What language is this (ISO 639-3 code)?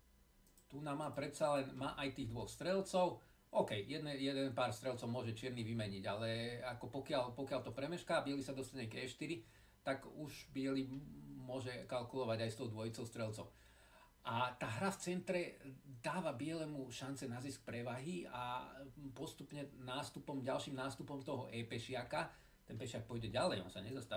slk